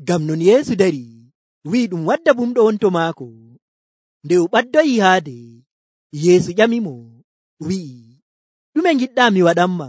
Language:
Nigerian Fulfulde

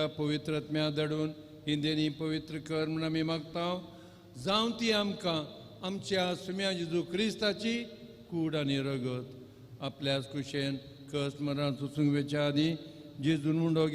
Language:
Konkani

